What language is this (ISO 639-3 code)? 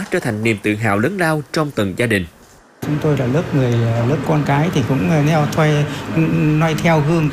vie